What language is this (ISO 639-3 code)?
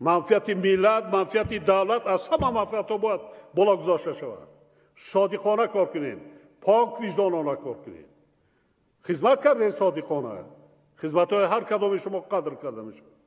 tgk